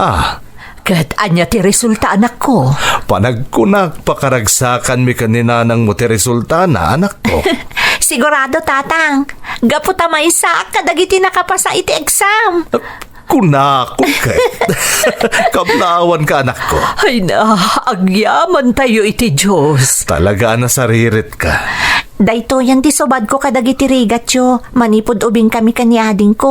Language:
Iloko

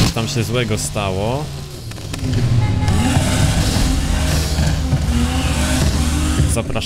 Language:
Polish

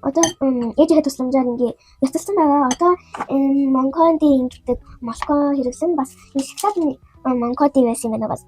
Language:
Mongolian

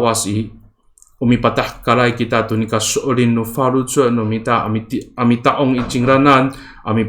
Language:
Amis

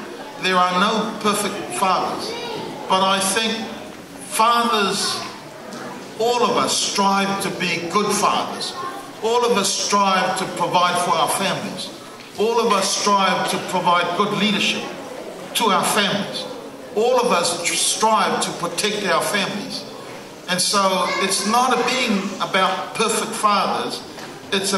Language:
Tongan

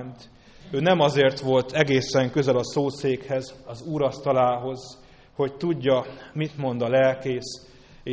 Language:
Hungarian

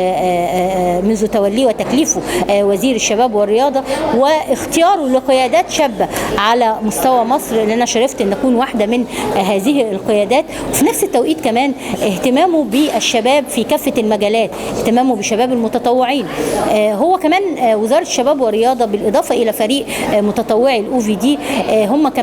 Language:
Egyptian Arabic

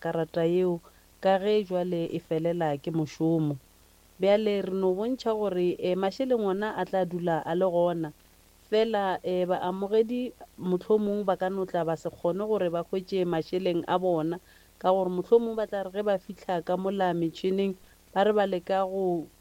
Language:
Northern Sotho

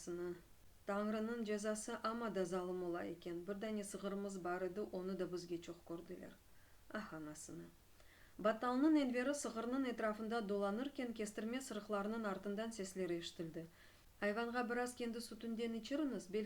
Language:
Crimean Tatar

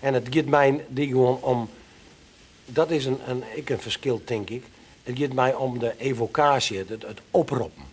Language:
Western Frisian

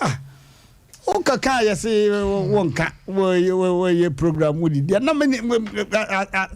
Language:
Akan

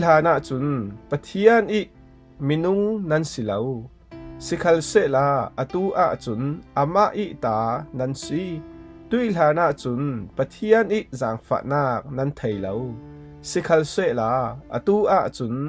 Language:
Falam Chin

